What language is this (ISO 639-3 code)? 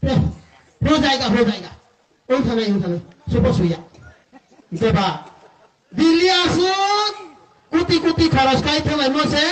trp